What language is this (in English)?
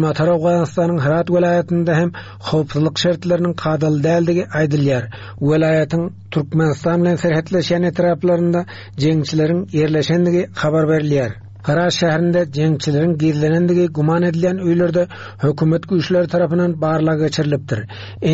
Turkmen